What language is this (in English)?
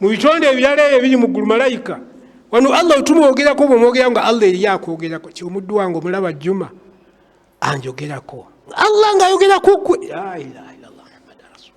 Ganda